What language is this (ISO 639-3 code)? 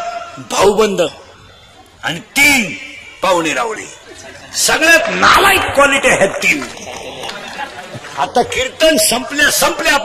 mar